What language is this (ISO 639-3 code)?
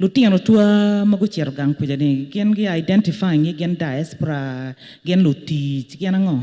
ach